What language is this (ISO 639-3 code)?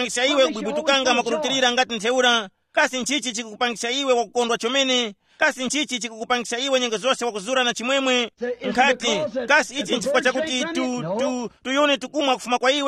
tum